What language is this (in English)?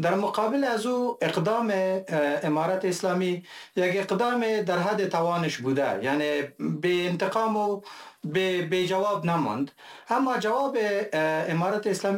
Persian